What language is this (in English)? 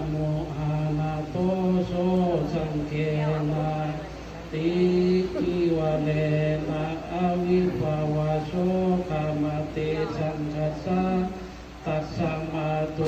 Pali